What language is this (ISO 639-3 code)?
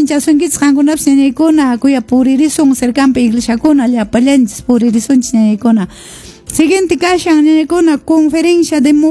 que